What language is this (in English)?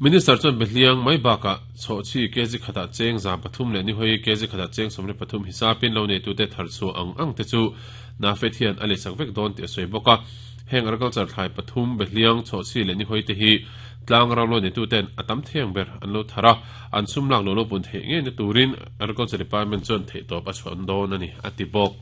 Mizo